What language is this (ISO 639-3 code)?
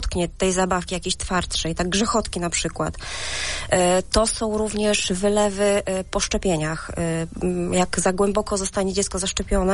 pol